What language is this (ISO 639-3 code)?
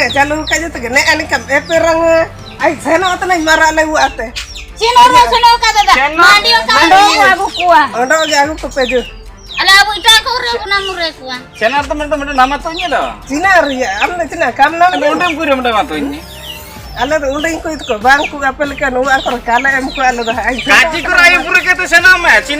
hoc